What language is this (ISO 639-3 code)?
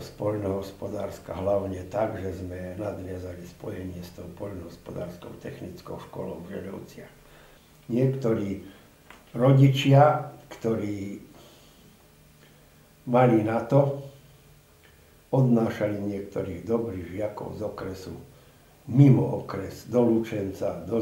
slk